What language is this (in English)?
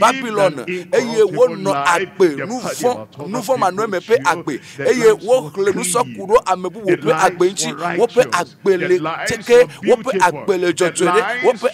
Ewe